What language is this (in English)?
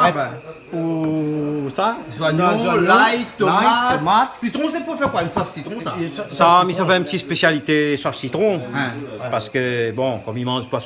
Réunion Creole French